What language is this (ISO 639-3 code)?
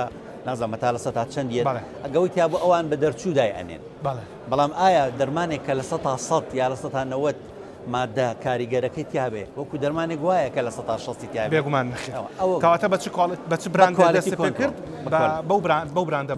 ckb